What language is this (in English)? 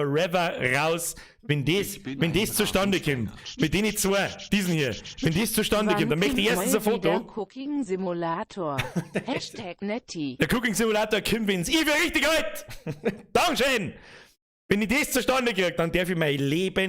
Bavarian